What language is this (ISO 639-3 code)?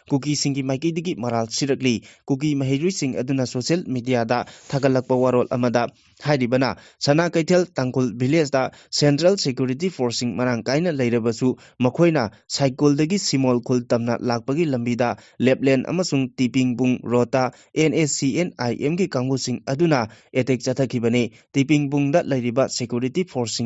mni